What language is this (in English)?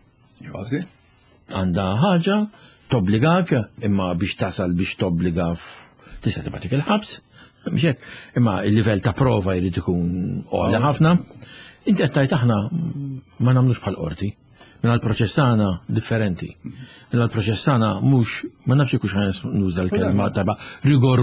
Maltese